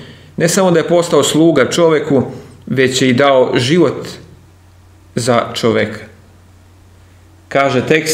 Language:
Serbian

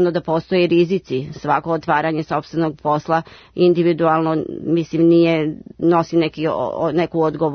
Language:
Serbian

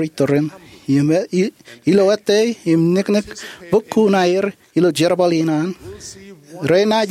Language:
Marshallese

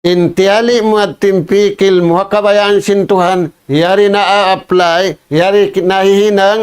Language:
Tausug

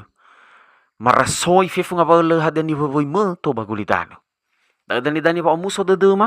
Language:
Nias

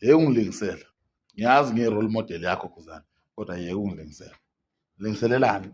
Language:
Zulu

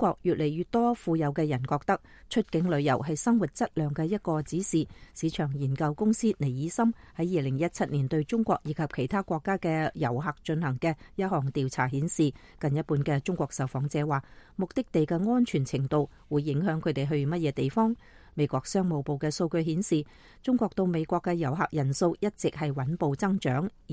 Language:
Cantonese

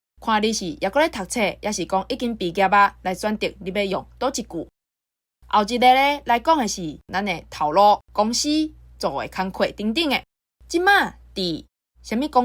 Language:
Min Nan Chinese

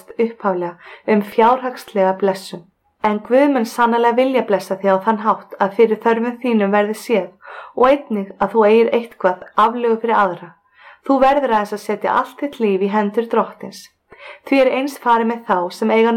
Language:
Icelandic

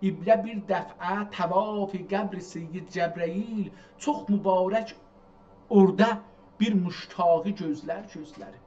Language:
South Azerbaijani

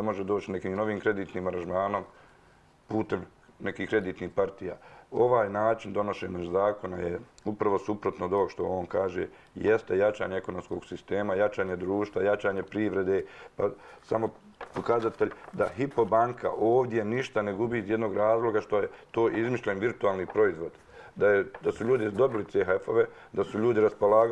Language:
Serbian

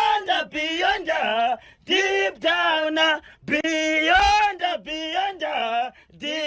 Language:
Shona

